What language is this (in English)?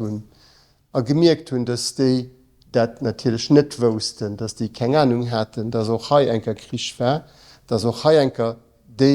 Luxembourgish